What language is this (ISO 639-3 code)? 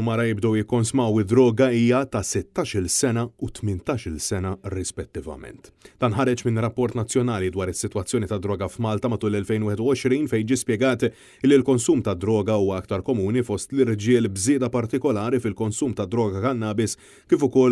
mlt